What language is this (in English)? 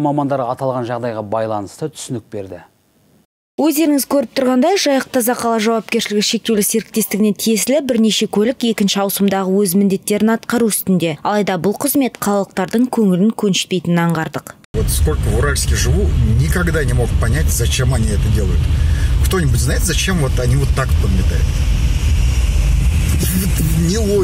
Kazakh